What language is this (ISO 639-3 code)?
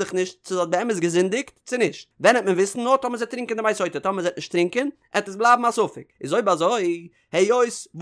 yid